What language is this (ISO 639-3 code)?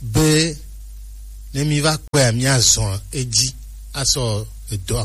gej